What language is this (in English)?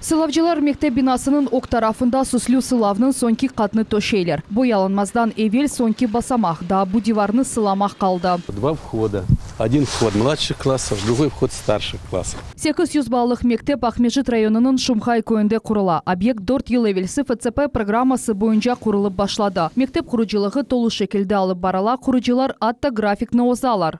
Crimean Tatar